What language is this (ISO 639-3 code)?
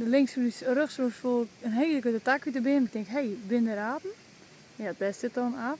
fry